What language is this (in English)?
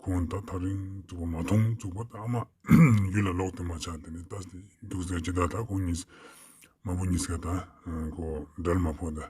Ladakhi